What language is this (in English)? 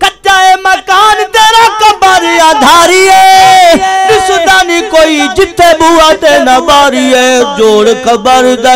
Saraiki